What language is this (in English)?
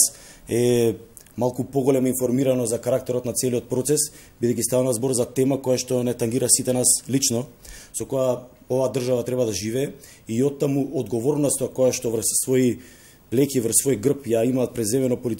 Macedonian